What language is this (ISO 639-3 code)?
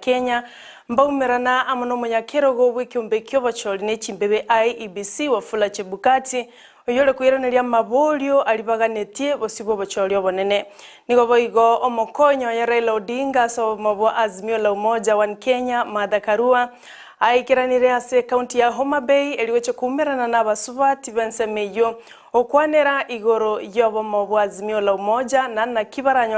guz